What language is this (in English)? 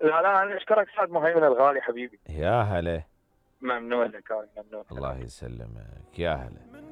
Mesopotamian Arabic